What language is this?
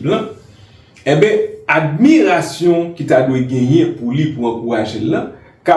Haitian Creole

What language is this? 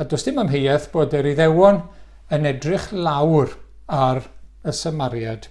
Welsh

